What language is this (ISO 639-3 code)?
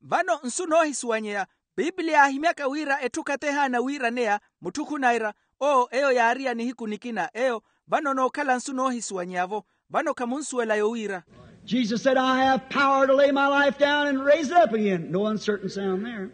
vmw